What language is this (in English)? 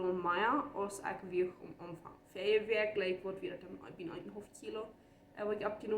Plautdietsch